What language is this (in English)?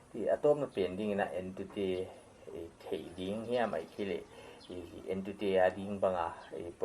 Paite Chin